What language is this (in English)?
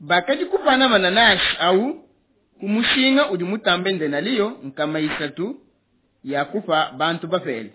Luba-Lulua